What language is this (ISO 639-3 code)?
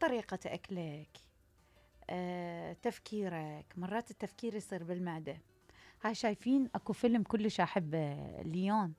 acm